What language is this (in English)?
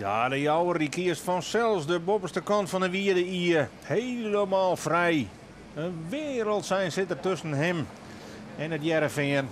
Western Frisian